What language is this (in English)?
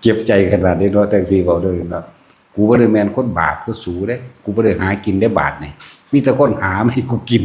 Northeastern Thai